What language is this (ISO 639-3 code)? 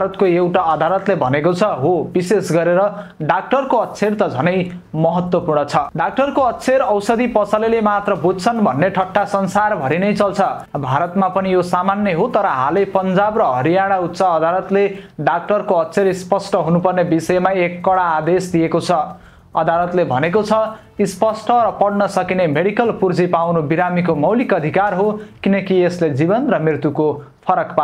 nep